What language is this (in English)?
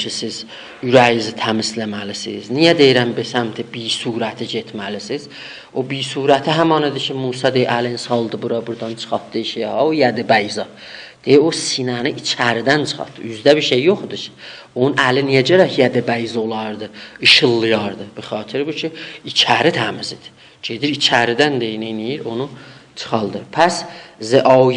South Azerbaijani